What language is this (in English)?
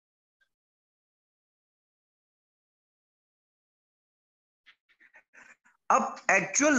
Hindi